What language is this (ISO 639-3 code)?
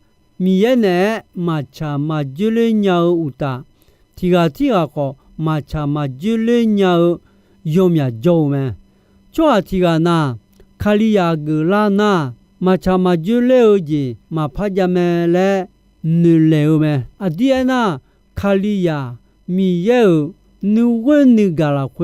ahk